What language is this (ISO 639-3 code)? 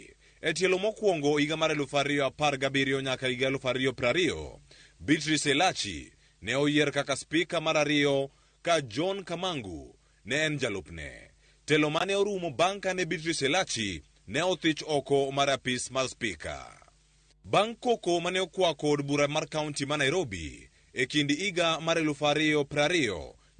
luo